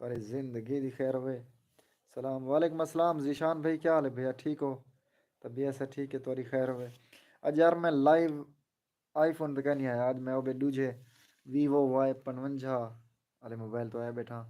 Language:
Saraiki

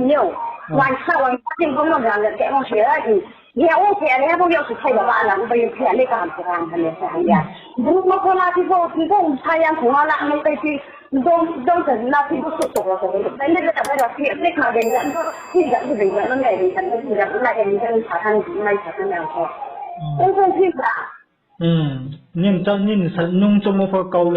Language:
Riang (India)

